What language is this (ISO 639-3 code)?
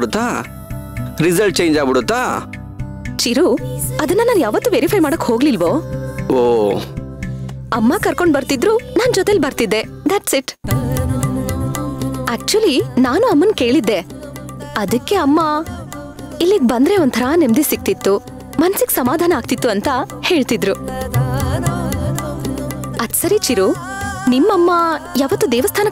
kan